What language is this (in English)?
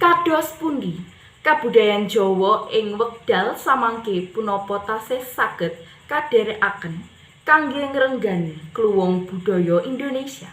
Javanese